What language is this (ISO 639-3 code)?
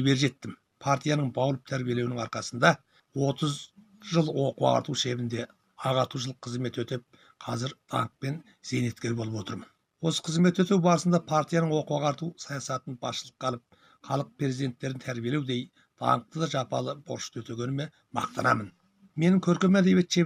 kaz